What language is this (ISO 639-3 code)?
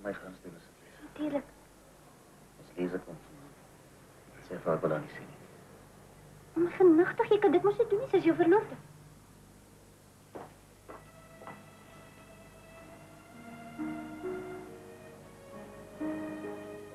afr